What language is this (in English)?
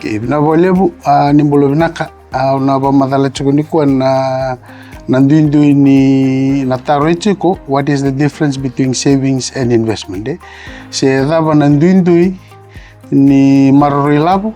Fijian